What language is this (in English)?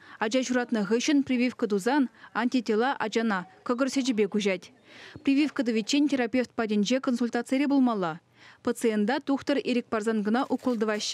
Chuvash